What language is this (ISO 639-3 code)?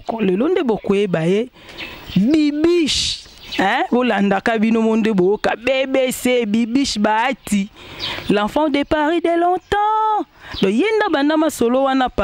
lin